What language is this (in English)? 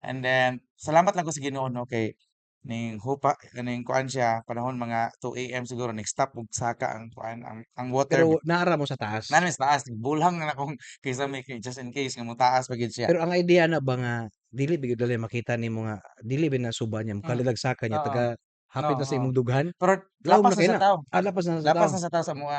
Cebuano